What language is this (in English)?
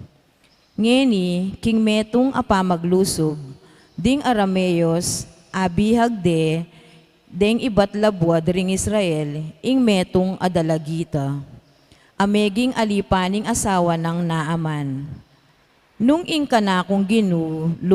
Pampanga